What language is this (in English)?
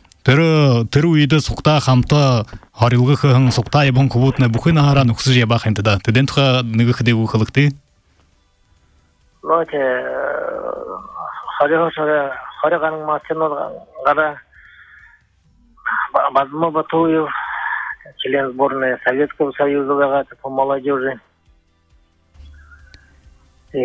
Buriat